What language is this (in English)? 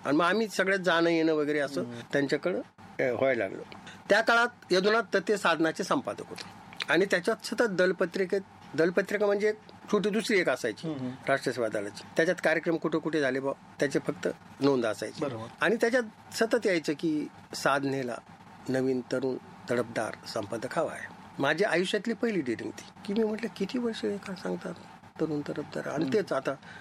Marathi